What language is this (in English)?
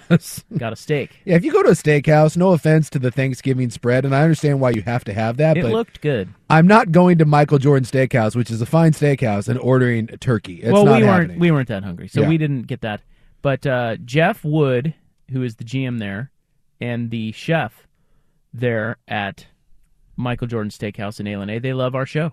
English